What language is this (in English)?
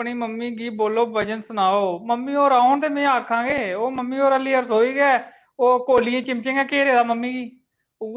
Dogri